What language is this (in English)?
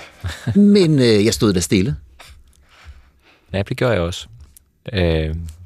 Danish